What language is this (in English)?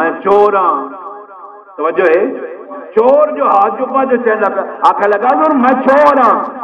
Saraiki